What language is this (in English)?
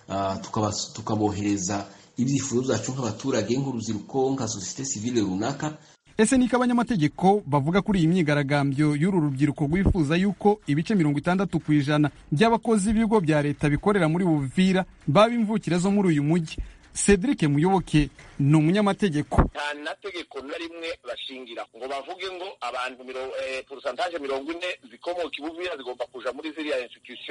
Kinyarwanda